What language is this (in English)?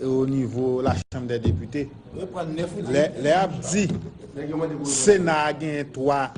Haitian Creole